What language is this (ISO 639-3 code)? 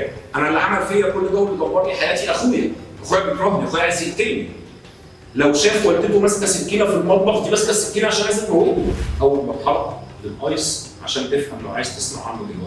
arz